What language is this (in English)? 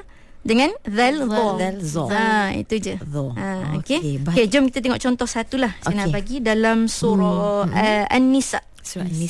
Malay